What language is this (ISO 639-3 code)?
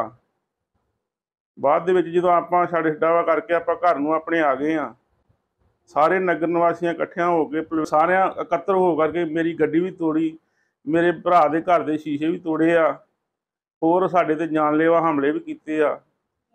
pan